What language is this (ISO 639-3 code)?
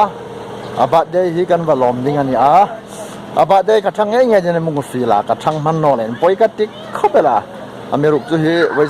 hmr